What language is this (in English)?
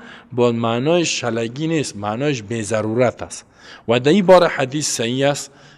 Persian